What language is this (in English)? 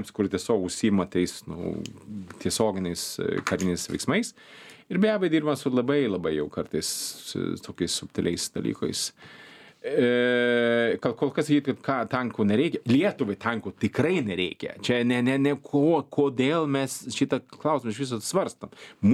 Lithuanian